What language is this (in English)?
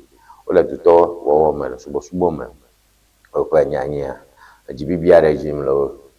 Ewe